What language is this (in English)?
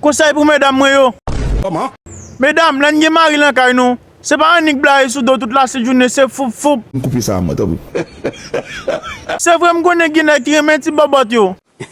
Haitian Creole